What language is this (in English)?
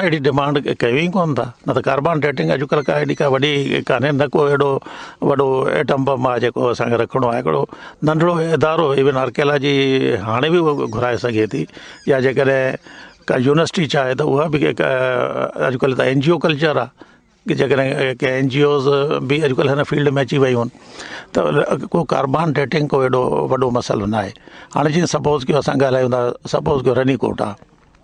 Sindhi